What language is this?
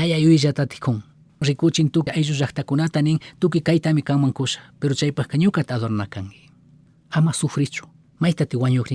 Chimborazo Highland Quichua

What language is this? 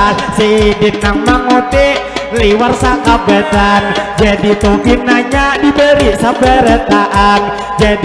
Banjar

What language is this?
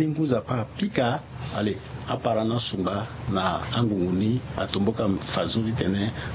Sango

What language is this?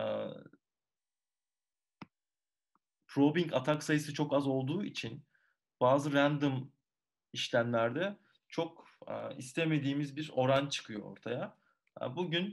Turkish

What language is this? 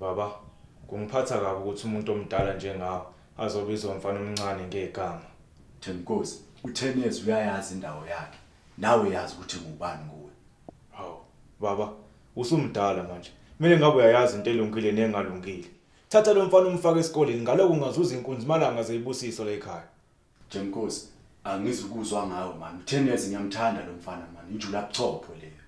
Zulu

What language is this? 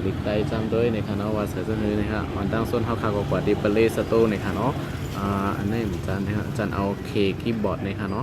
Shan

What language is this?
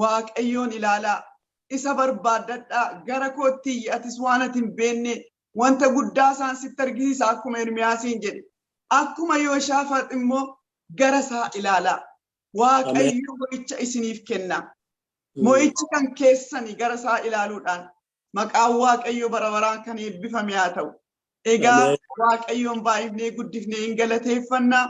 Oromo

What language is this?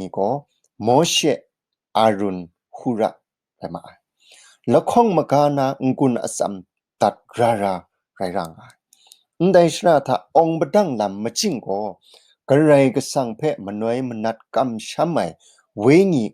Kachin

